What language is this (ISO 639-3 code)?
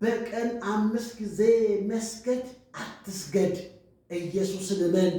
amh